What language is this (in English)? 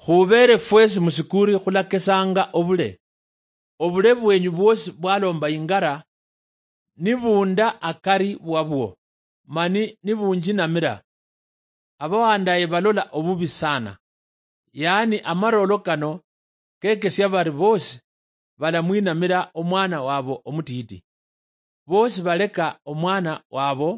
Luyia